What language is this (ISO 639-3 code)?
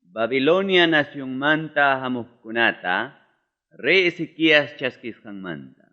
quy